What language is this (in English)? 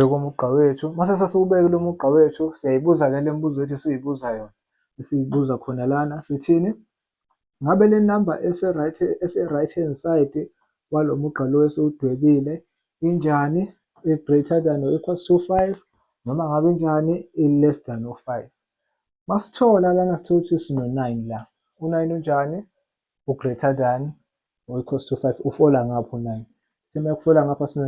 Zulu